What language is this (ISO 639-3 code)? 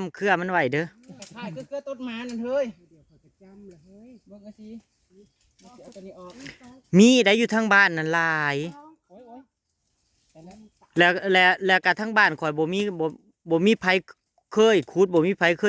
tts